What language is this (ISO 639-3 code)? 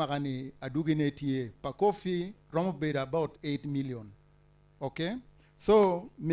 ach